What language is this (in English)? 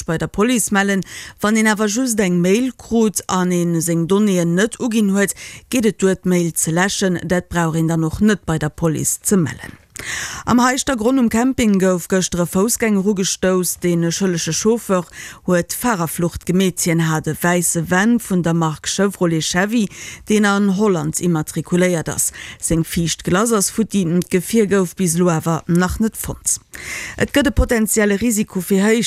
Luxembourgish